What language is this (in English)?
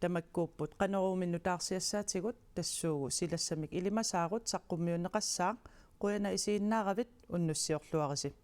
Kalaallisut